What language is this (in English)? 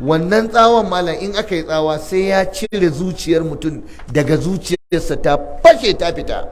Hausa